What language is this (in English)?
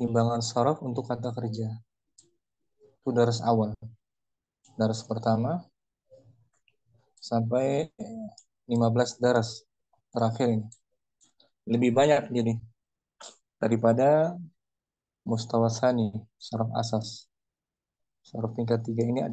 Malay